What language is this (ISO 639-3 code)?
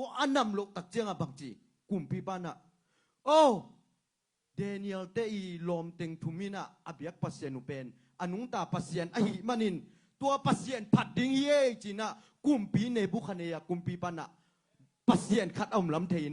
ctd